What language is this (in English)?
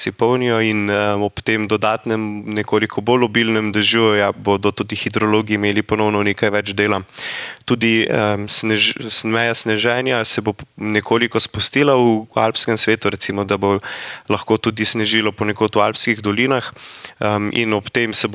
Slovenian